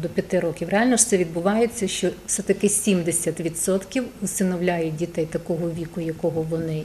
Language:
Ukrainian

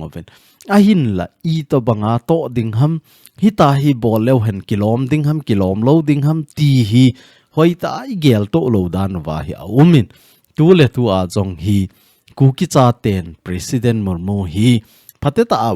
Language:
Thado Chin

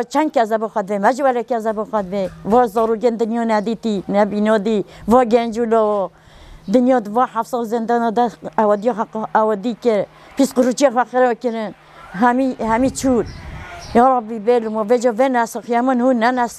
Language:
Kurdish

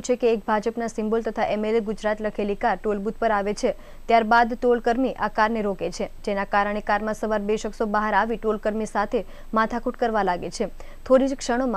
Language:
Gujarati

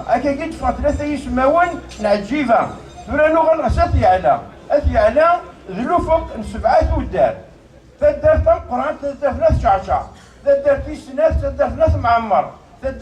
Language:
Kabyle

